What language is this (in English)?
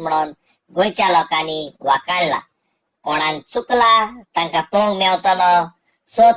Konkani